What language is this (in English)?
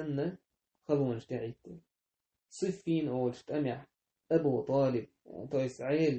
Chechen